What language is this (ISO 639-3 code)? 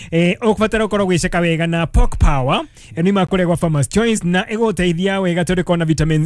kik